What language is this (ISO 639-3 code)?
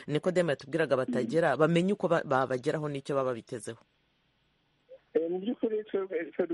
kin